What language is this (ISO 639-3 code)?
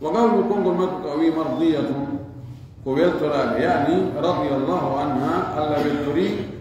ful